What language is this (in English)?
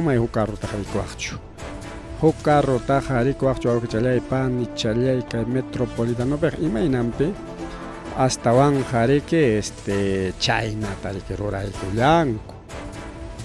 Ayacucho Quechua